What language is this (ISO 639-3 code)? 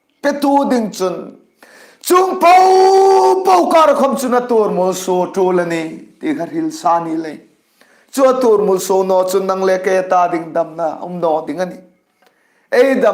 hmr